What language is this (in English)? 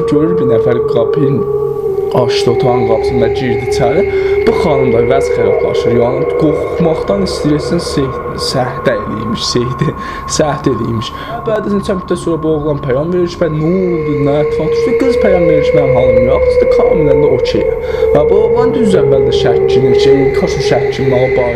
South Azerbaijani